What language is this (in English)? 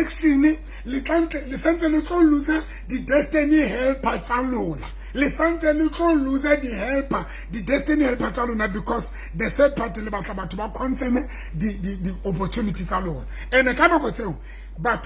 Southern Sotho